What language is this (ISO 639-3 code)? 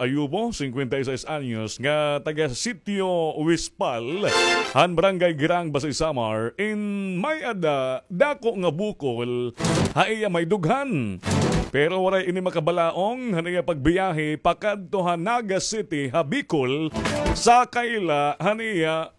war